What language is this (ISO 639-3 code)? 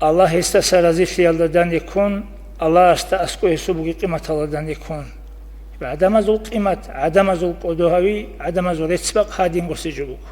ava